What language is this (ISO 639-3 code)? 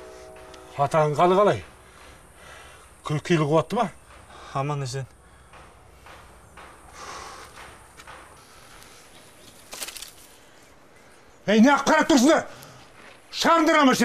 kaz